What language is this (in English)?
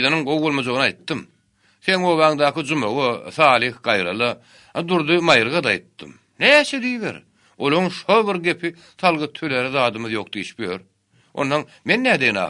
Turkmen